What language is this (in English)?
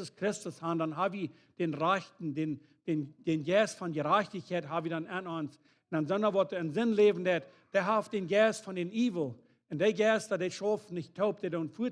Plautdietsch